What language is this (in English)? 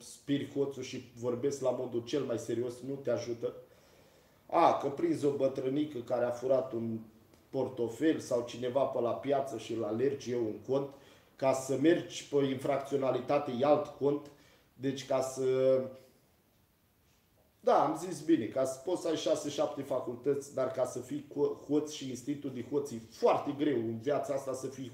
Romanian